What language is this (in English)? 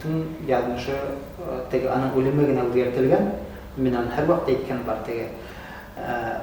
Bashkir